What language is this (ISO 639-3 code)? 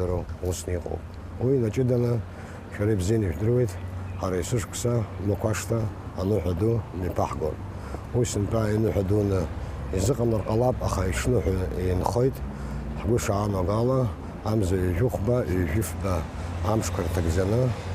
abk